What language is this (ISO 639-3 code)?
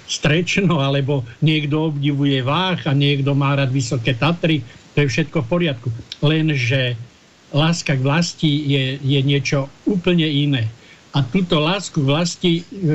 slk